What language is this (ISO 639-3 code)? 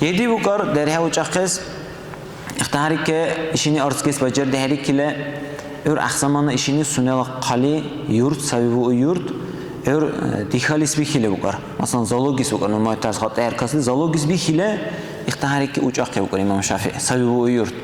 dar